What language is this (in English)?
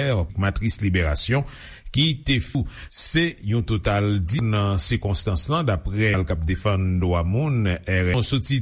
Haitian Creole